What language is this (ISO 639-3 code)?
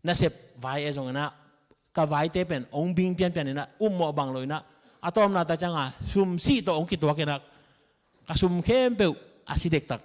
ctd